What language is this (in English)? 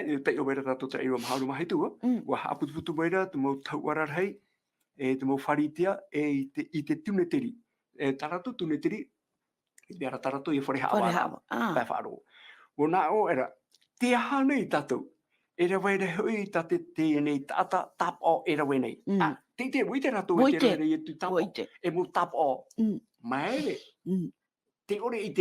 Tahitian